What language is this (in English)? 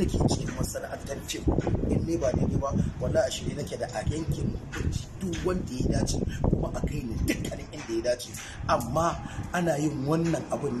Hausa